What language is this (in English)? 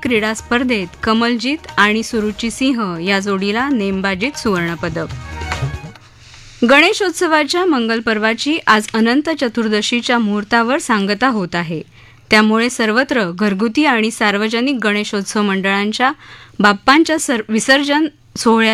Marathi